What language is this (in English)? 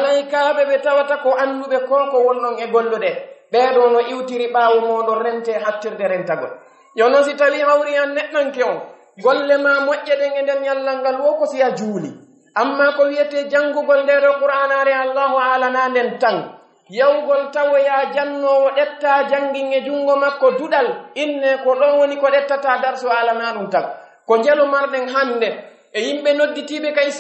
Pular